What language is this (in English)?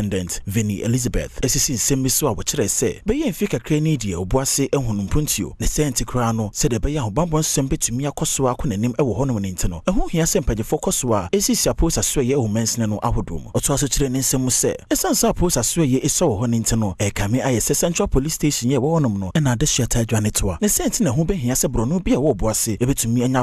Akan